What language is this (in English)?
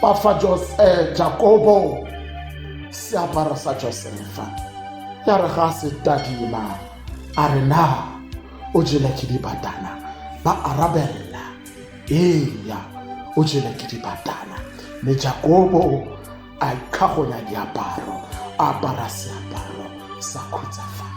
Tswana